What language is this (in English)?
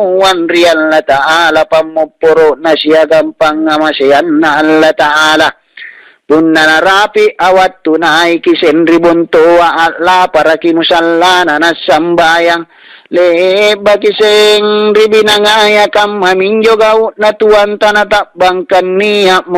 Makasar